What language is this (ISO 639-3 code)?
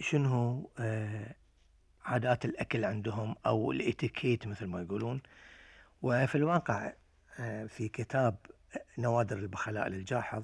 afb